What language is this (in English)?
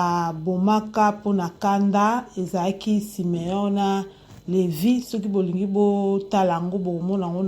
Lingala